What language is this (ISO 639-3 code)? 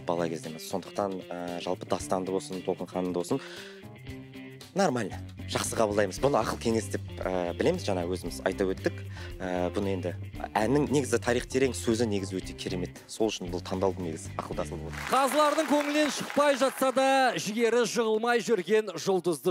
kaz